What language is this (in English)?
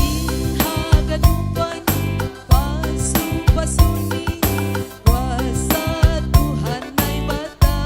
Batak Simalungun